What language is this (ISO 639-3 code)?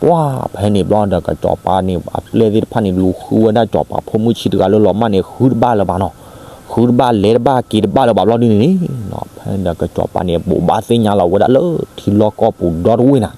ksw